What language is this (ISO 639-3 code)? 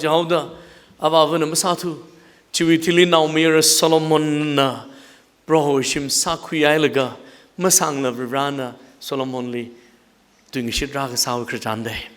nmf